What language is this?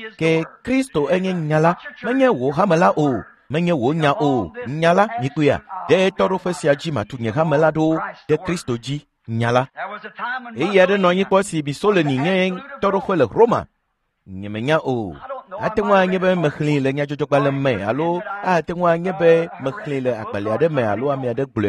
Ewe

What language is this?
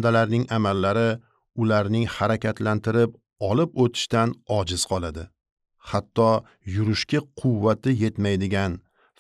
Uzbek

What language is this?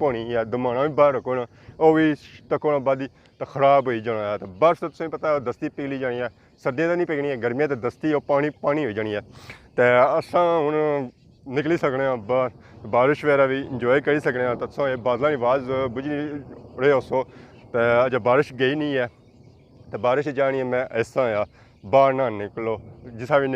Pahari-Potwari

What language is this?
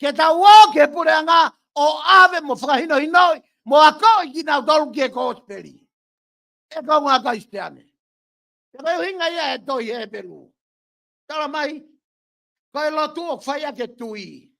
Tongan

